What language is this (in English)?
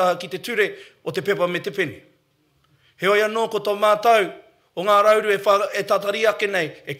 Māori